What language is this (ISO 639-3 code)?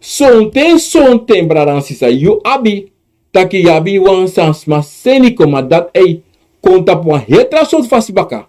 srn